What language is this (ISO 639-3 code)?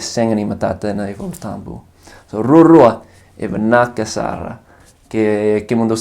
fij